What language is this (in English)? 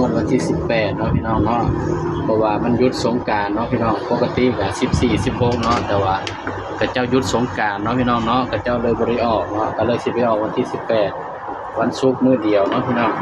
Northeastern Thai